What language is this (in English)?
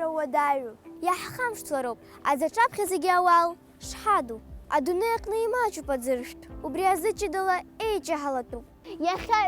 Abkhazian